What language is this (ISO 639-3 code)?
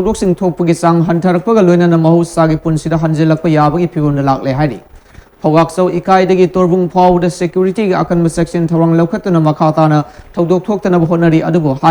mni